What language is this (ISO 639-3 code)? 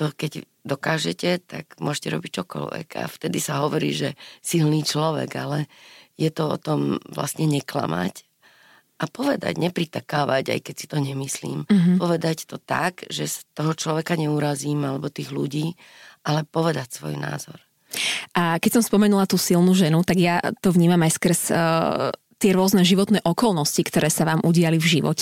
slk